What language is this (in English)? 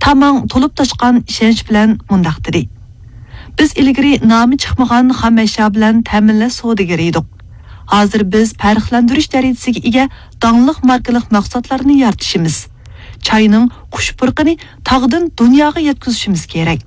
Uyghur